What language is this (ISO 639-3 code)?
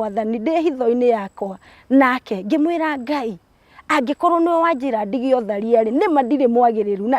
kik